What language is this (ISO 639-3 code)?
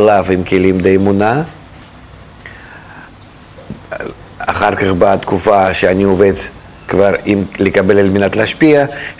heb